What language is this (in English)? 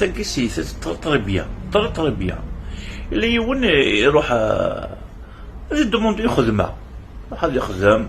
Kabyle